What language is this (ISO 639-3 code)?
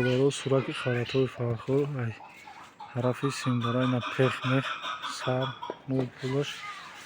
tgk